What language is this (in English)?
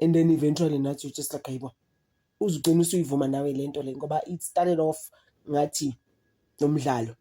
Zulu